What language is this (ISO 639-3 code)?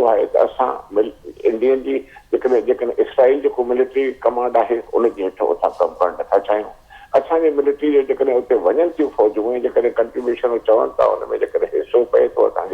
snd